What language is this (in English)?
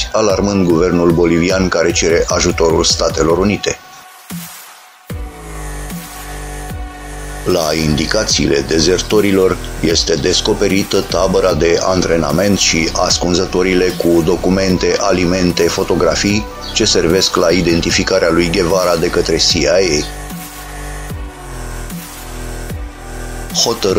Romanian